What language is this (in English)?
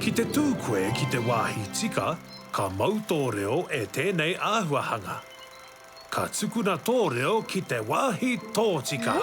Māori